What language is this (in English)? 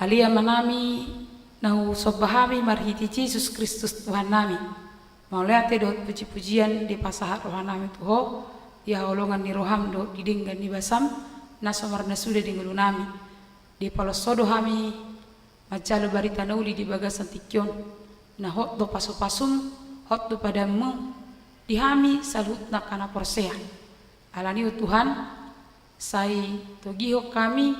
Batak Toba